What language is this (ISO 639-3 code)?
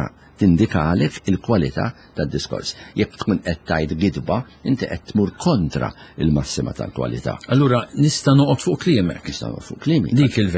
mlt